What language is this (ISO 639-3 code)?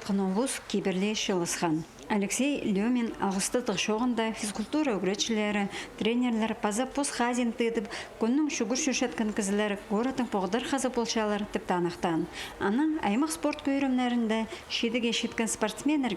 kjh